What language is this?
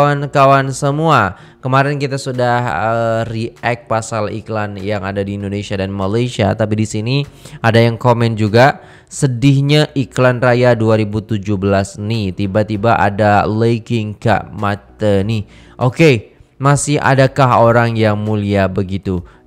Malay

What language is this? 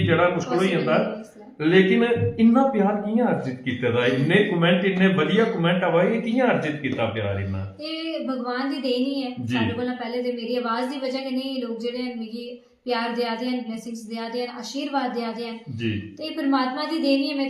Dogri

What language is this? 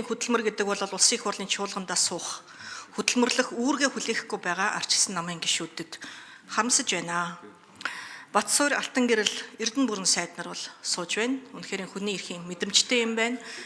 Mongolian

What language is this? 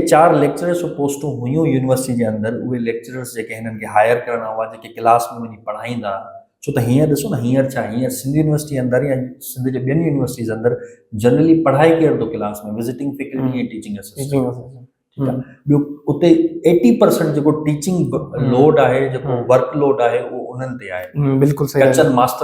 Sindhi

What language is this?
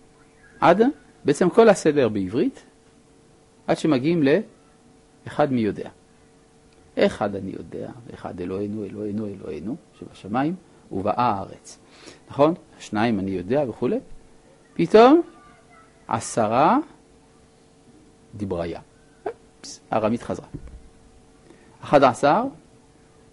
Hebrew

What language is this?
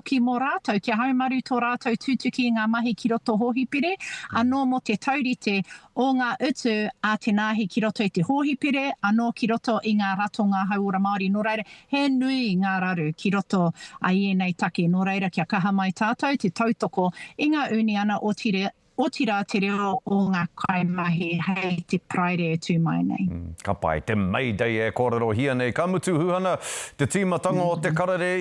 Māori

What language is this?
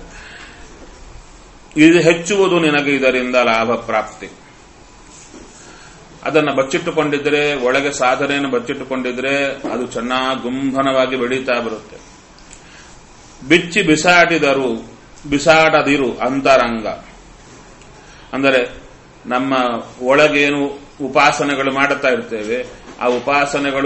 Kannada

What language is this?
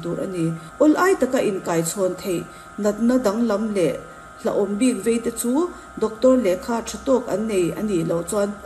Mizo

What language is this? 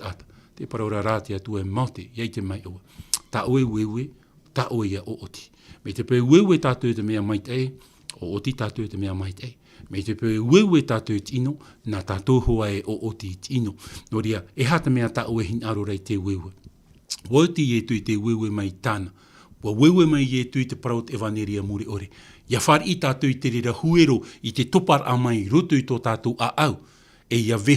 Tahitian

